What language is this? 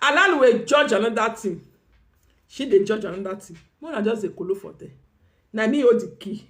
Nigerian Pidgin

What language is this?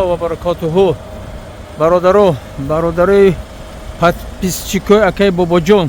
Tajik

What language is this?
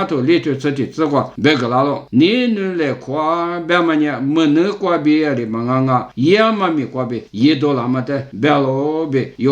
Lisu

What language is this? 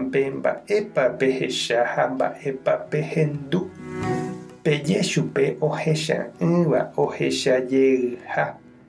Guarani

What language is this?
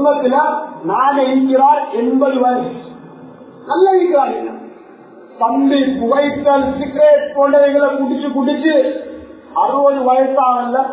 Tamil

